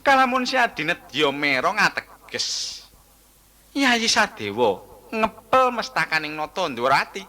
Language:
Javanese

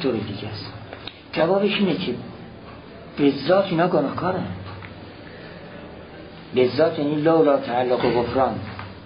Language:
Persian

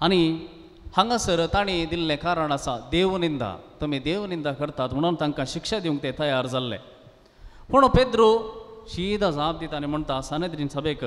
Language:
Konkani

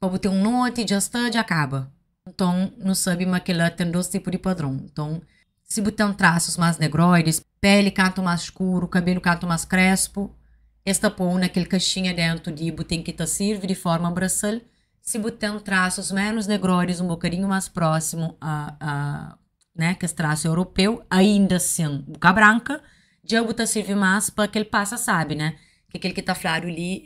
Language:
Kabuverdianu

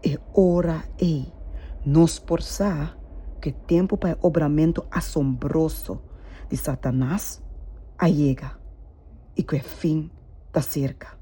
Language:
Papiamento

